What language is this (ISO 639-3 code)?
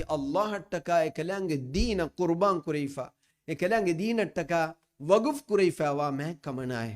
div